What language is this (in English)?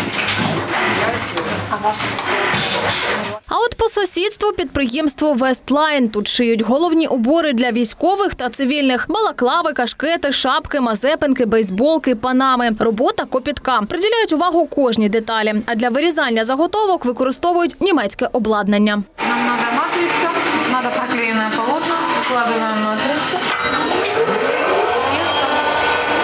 Ukrainian